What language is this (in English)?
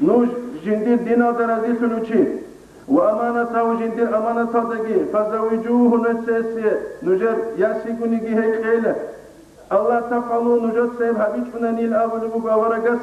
Avaric